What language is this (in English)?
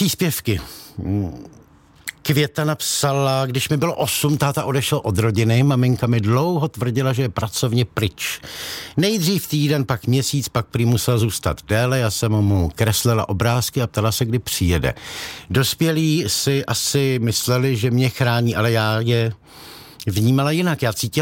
Czech